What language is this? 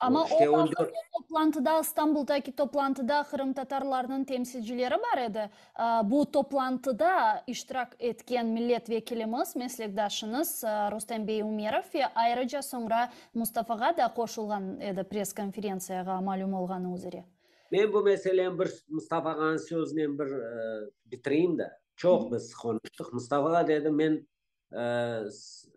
Crimean Tatar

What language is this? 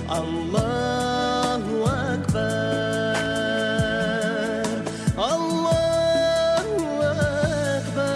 Kazakh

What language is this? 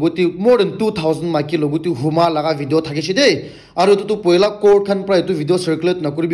Naga Pidgin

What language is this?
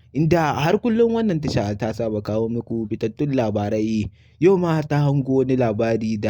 Hausa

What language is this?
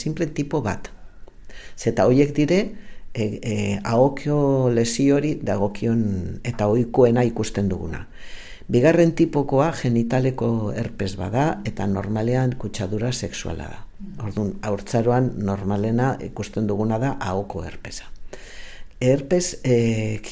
Basque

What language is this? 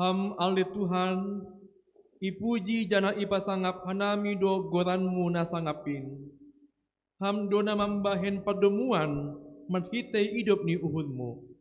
Batak Simalungun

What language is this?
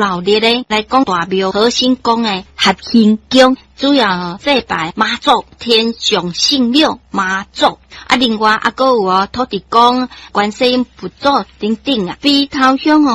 Min Nan Chinese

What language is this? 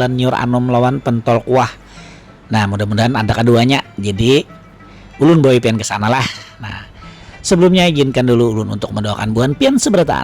Banjar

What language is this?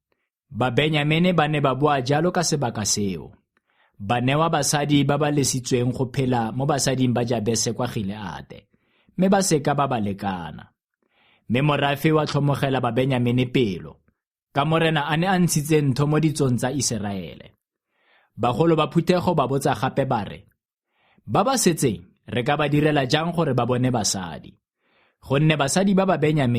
Tswana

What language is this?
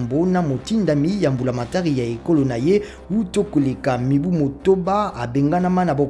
Lingala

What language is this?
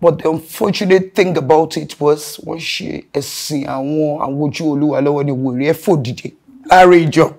Yoruba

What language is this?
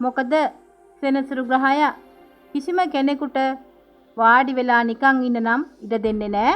Sinhala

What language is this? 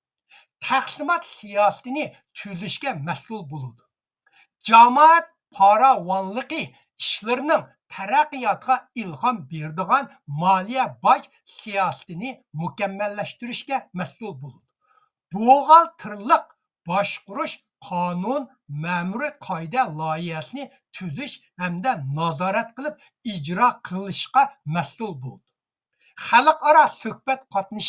Uyghur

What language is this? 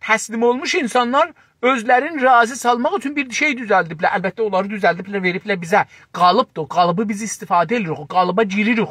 South Azerbaijani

